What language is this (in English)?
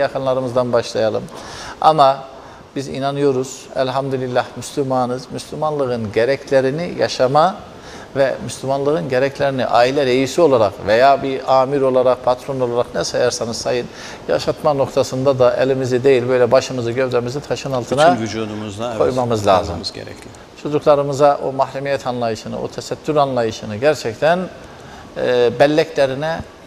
Turkish